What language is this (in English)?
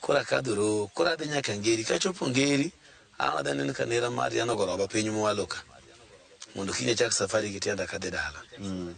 Luo (Kenya and Tanzania)